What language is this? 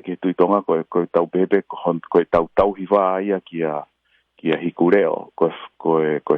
Tongan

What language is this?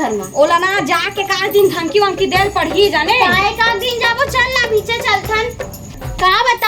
Chhattisgarhi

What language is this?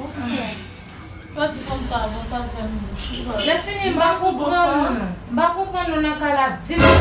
Haitian Creole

